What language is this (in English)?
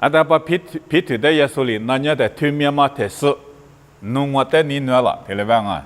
Lisu